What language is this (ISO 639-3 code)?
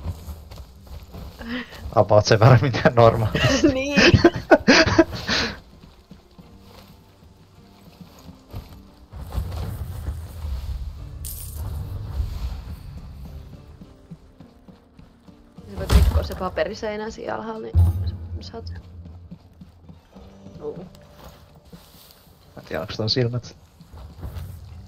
fin